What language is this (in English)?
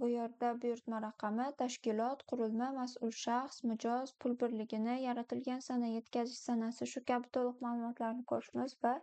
Uzbek